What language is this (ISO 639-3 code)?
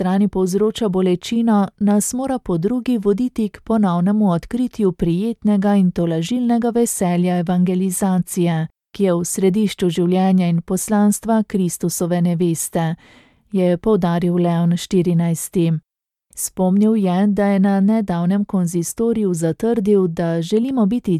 slv